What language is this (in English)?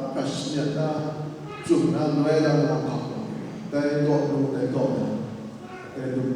Kachin